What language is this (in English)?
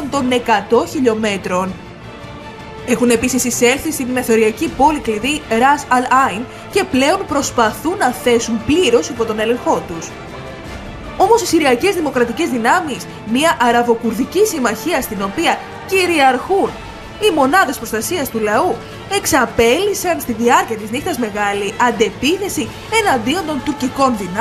Greek